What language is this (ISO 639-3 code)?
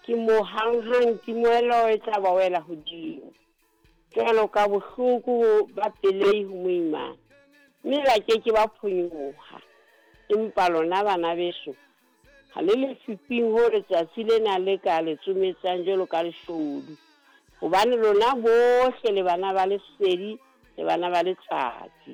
sot